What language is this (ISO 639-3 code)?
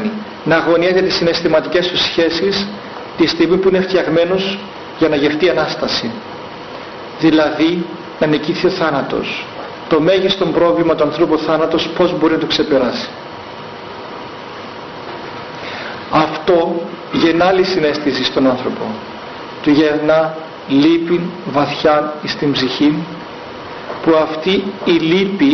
ell